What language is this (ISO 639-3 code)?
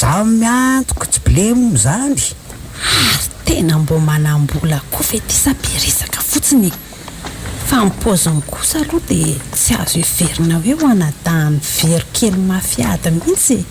mlg